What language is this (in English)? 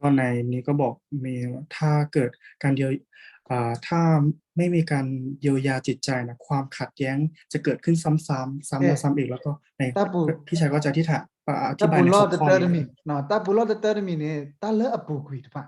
S'gaw Karen